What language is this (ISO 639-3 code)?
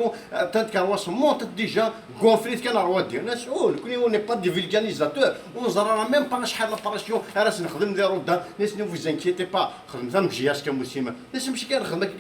kab